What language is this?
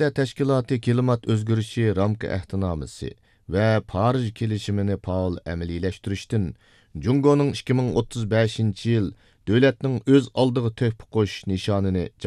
Uyghur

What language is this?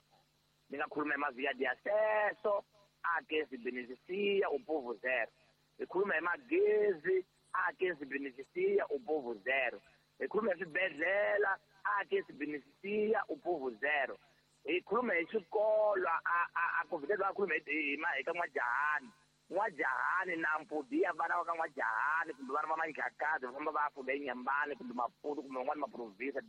Tsonga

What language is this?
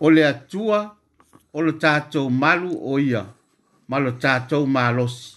Samoan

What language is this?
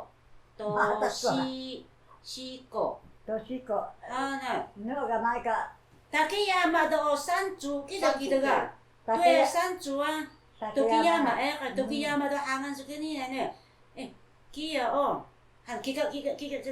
Taroko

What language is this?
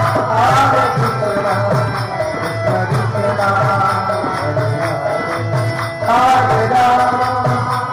Odia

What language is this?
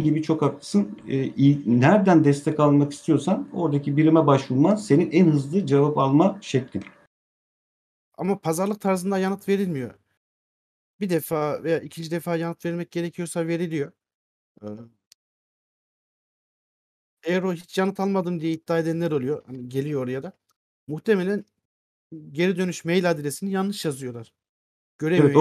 Turkish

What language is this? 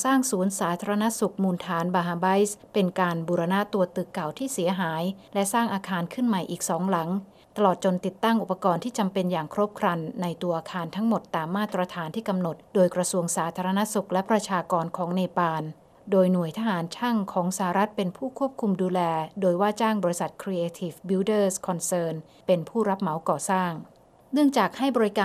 Thai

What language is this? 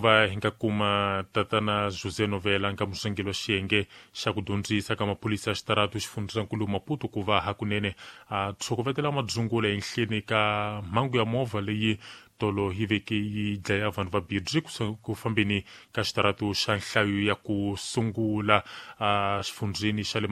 Tsonga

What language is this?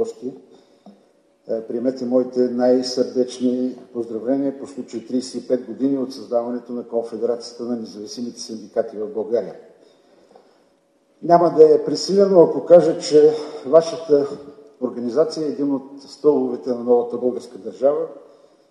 Bulgarian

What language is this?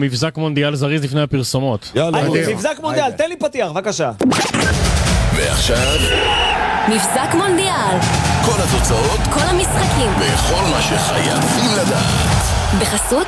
Hebrew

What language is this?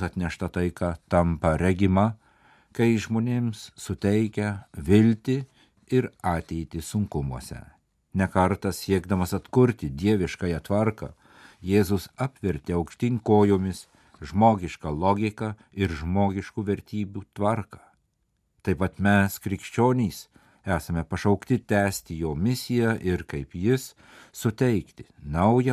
Lithuanian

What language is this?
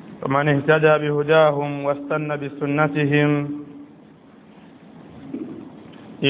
Swahili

